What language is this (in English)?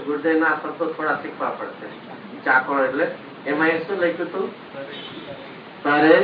Gujarati